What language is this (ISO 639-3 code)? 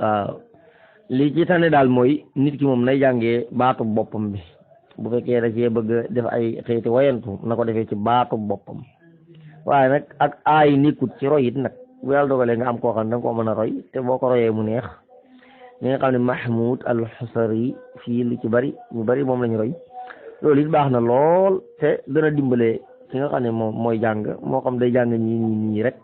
wol